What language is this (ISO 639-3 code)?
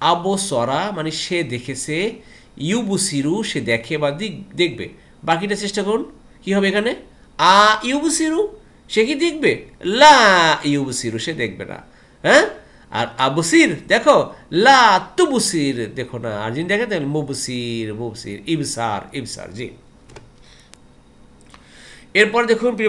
ben